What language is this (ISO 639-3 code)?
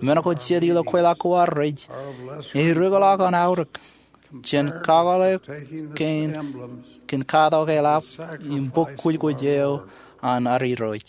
mah